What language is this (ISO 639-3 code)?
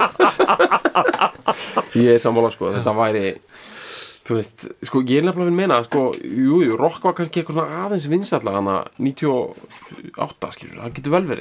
isl